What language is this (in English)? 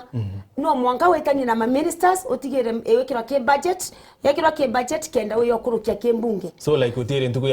Meru